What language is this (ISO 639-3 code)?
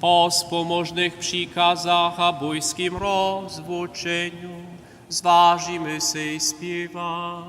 hsb